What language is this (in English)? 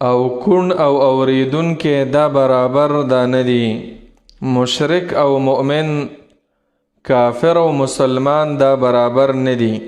Pashto